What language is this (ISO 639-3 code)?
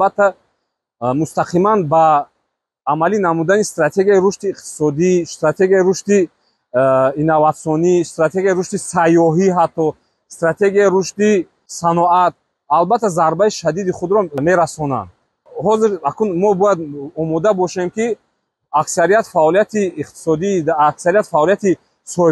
tgk